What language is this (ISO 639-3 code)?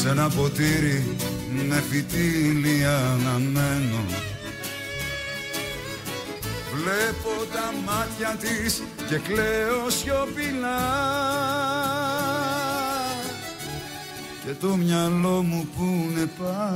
ell